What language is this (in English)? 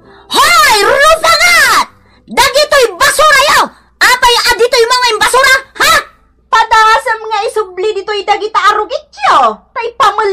Iloko